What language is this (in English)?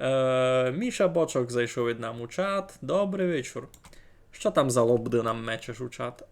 Rusyn